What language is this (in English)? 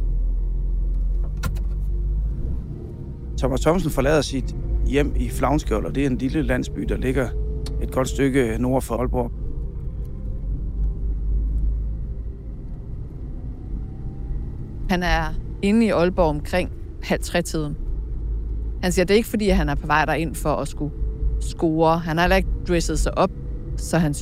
Danish